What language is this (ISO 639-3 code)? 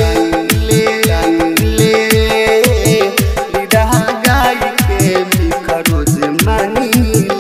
bho